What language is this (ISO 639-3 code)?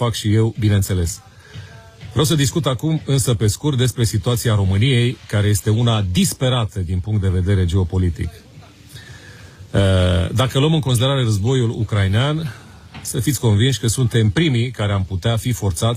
ron